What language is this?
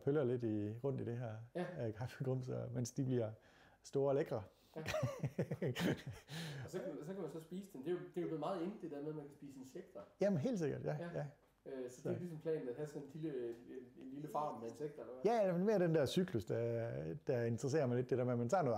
Danish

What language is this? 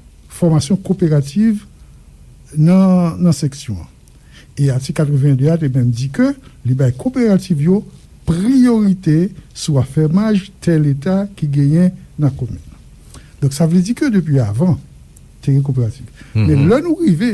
Haitian Creole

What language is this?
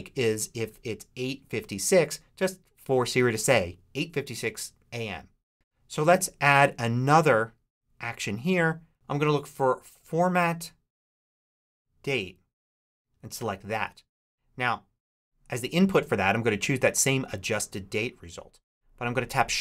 English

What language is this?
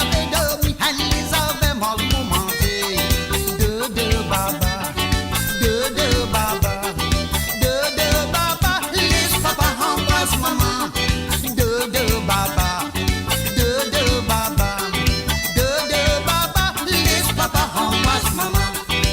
Morisyen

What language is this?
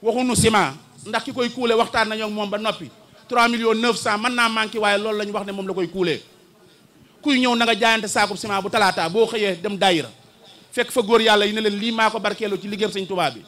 Wolof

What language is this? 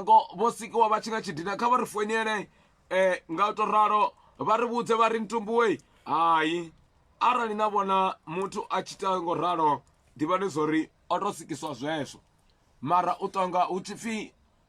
Venda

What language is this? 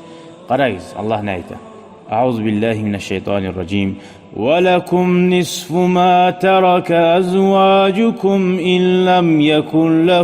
Kumyk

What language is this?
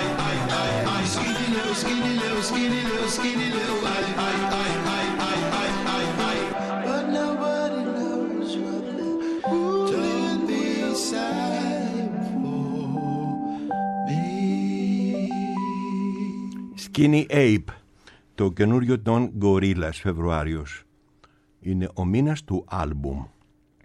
Greek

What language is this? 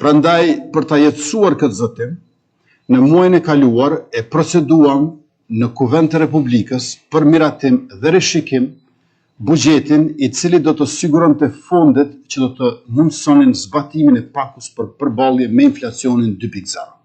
Albanian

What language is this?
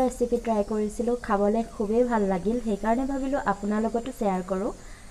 Assamese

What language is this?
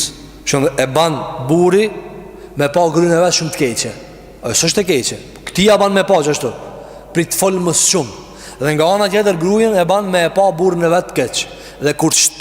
Albanian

